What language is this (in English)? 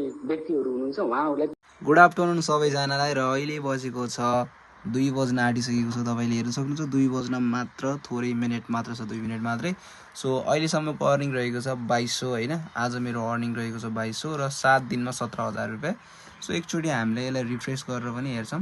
Nepali